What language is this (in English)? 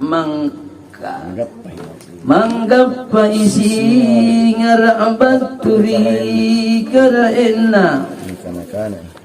Makasar